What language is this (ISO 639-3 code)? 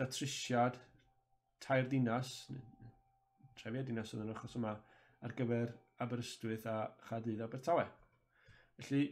cym